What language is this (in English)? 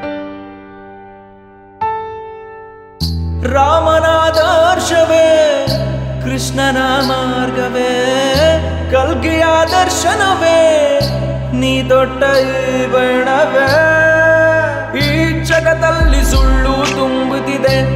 Kannada